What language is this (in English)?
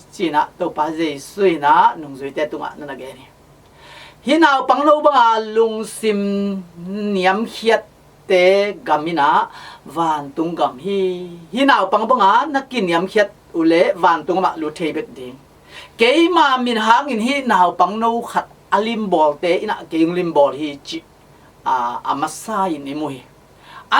Tedim Chin